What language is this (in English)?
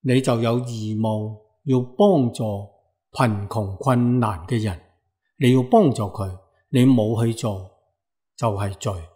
Cantonese